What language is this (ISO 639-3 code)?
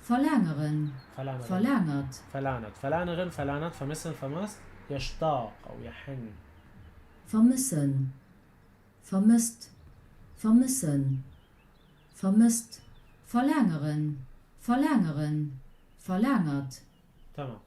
apc